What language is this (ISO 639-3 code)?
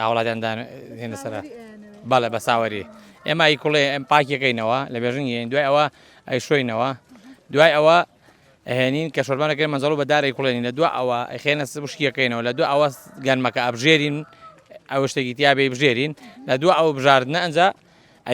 ckb